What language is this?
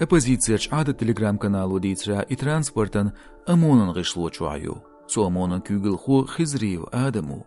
Chechen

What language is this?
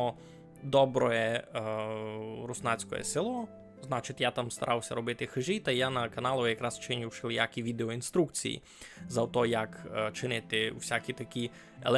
Rusyn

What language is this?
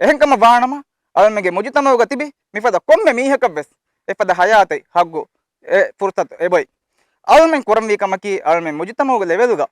Divehi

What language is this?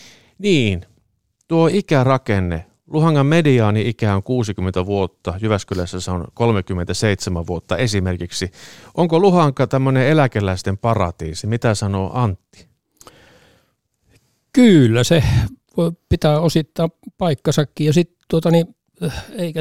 Finnish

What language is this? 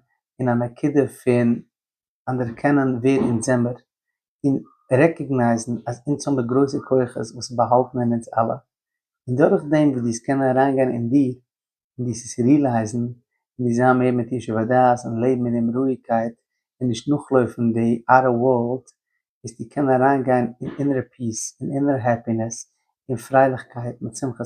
Yiddish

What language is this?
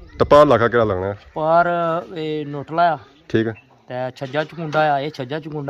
Pahari-Potwari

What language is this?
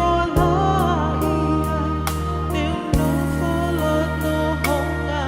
Tongan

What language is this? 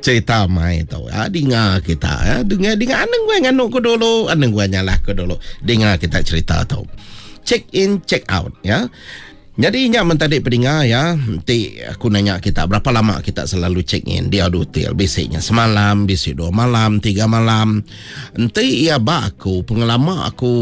Iban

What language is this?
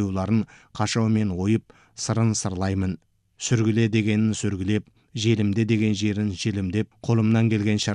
Kazakh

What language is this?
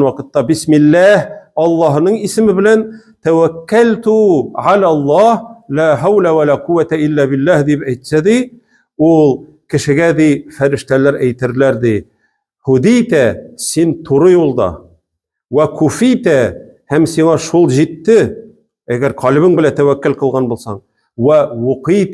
Tatar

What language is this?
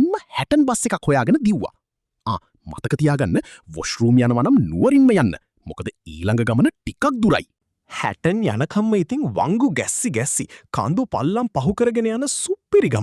Sinhala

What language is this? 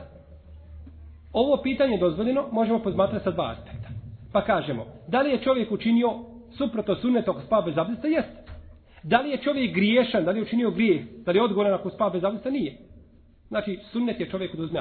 Bosnian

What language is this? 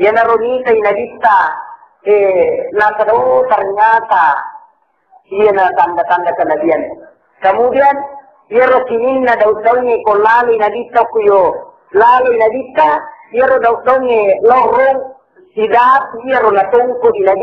Buginese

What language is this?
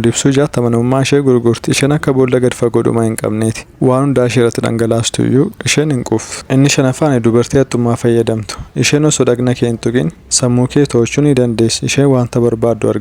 Oromo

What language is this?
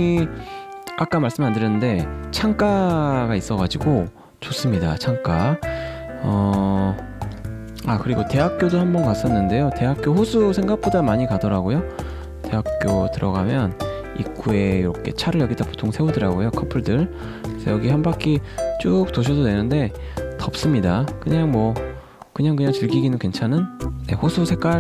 Korean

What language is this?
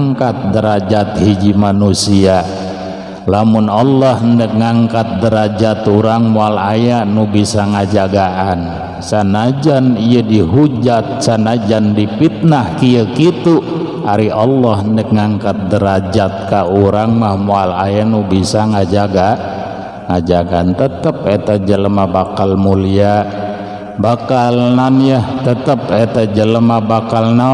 Sundanese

